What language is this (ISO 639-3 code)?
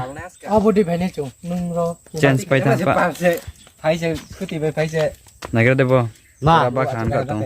ria